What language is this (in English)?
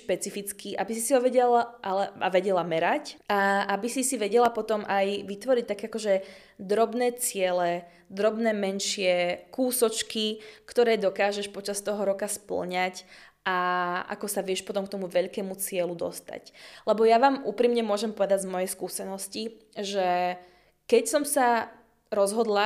Slovak